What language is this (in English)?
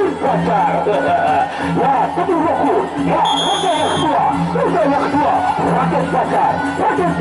Sasak